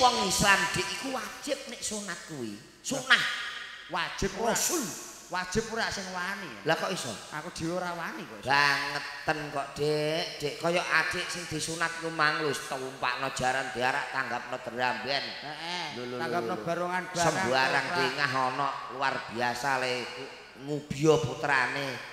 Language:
Javanese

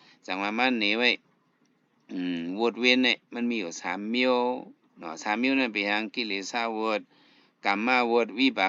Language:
Shan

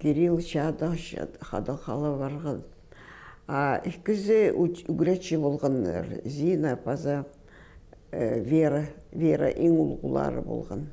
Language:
Khakas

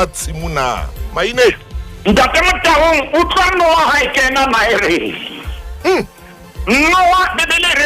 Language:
Southern Sotho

